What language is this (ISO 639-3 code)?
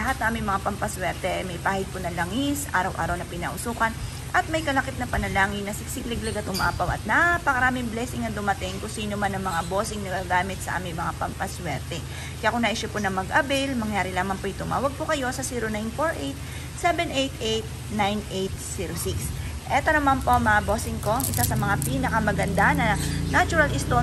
fil